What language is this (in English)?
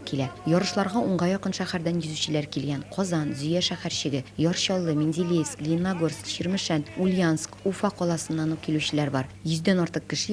Tatar